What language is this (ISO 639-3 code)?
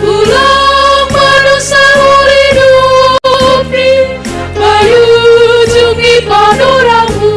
bts